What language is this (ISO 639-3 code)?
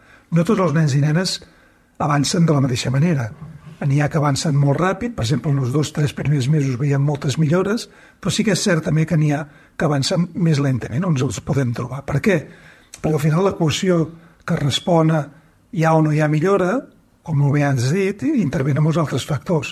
cat